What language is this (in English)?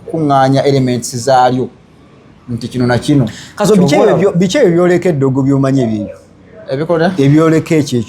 Ganda